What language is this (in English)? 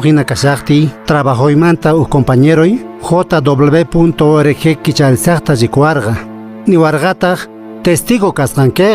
Quechua